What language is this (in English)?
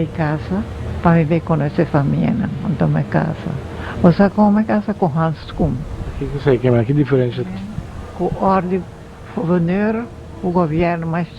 Papiamento